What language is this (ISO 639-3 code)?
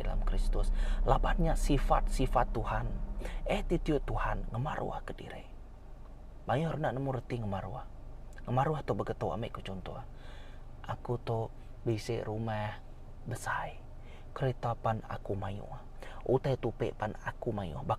iba